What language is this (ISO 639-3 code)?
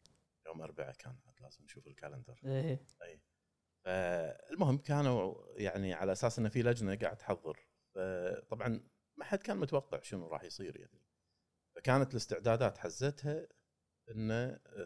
afb